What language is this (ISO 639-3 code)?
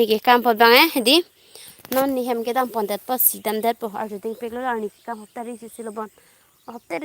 mjw